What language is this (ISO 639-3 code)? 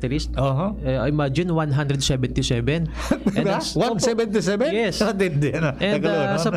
bik